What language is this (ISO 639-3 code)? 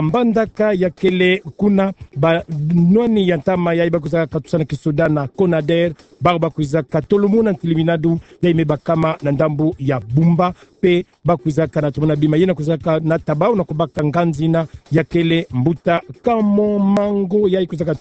ktu